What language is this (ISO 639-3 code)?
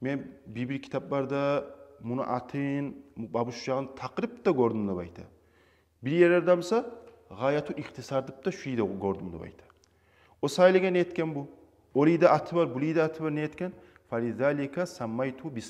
kum